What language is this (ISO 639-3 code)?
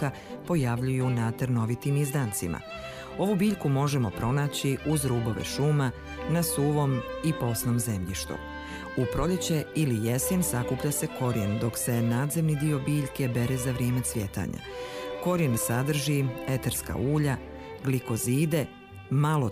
bos